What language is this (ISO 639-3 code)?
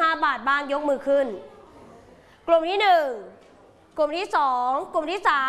tha